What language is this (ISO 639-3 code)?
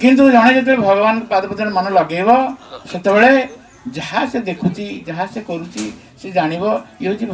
ori